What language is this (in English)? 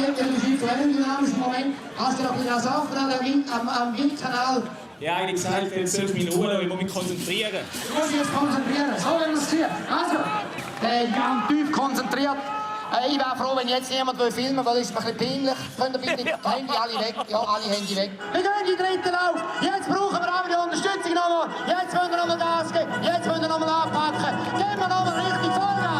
Swiss German